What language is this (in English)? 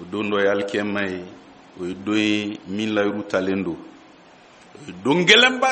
Bambara